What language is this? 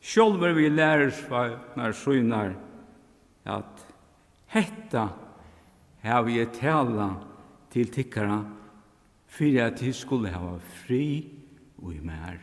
Faroese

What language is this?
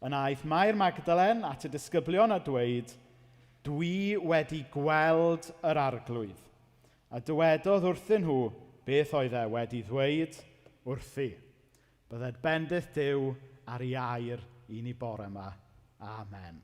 Welsh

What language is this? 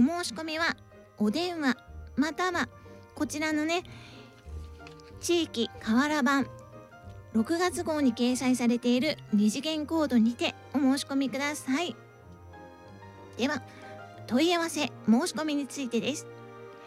Japanese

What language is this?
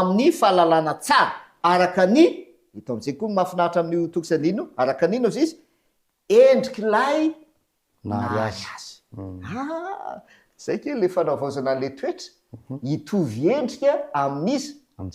Malagasy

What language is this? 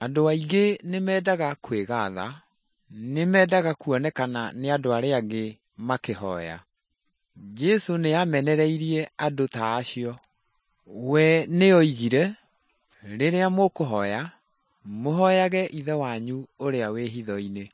Kikuyu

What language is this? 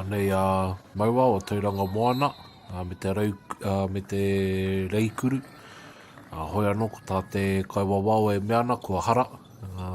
Māori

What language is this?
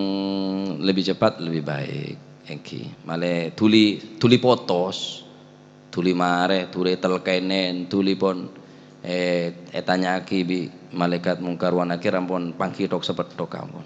Madurese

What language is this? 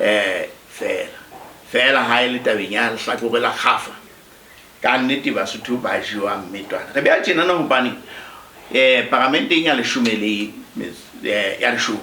Southern Sotho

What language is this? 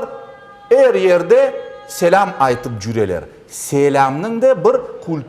Crimean Tatar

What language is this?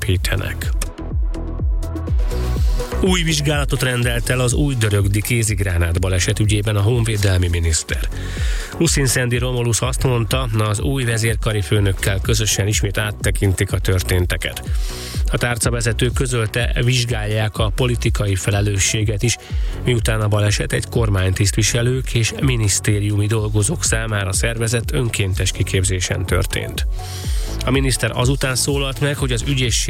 Hungarian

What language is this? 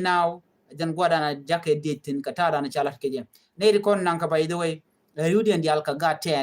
Nuer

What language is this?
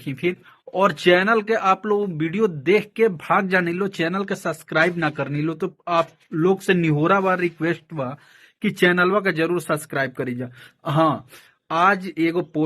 Bhojpuri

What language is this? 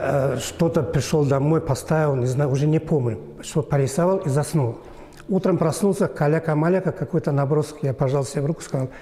Russian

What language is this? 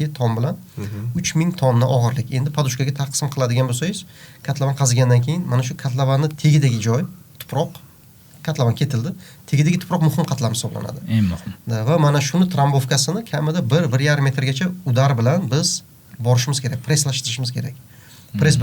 Uzbek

